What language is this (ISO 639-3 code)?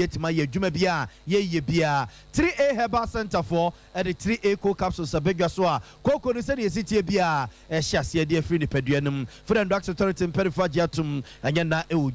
aka